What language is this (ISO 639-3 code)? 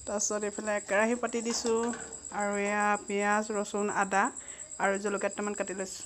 asm